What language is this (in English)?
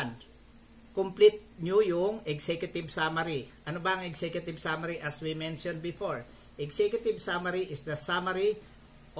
Filipino